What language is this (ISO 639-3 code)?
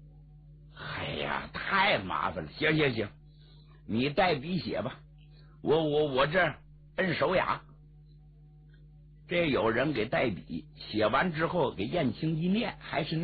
zho